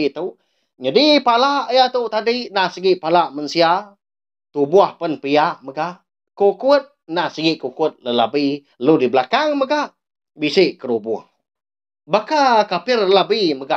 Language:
Iban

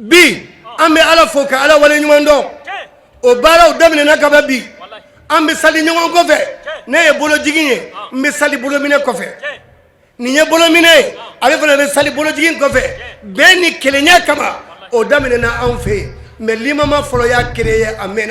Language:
Bambara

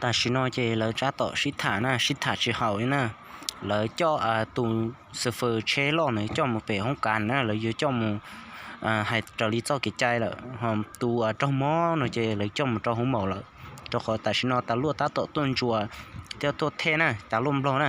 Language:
Hmong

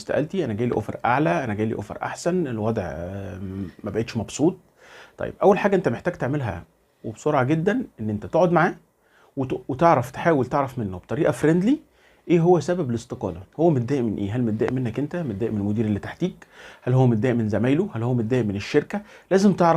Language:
Egyptian Arabic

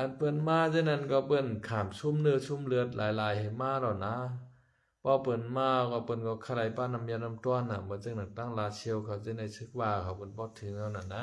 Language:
Shan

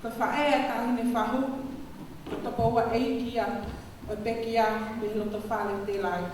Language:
Tongan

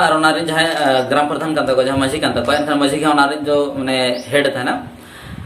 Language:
Santali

